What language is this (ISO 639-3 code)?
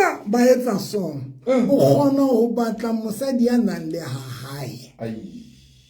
sot